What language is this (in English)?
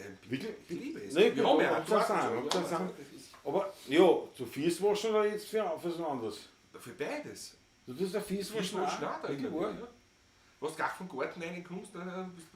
Bavarian